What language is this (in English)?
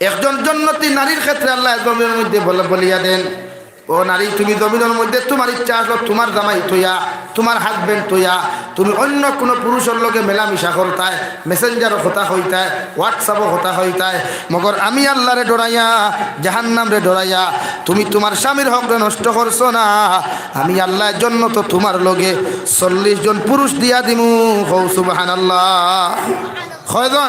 Sylheti